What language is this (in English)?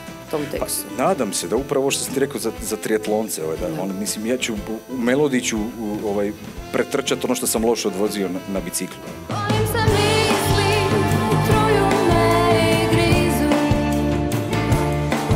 Croatian